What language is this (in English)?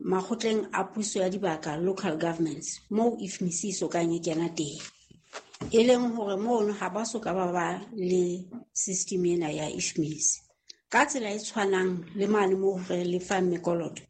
Southern Sotho